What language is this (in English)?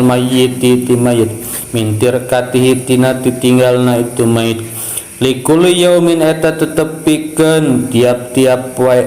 Sundanese